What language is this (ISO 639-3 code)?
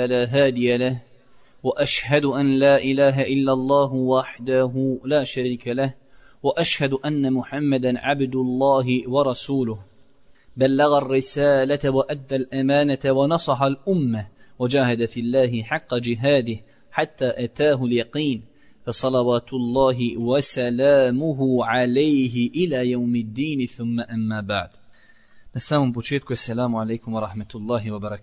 bos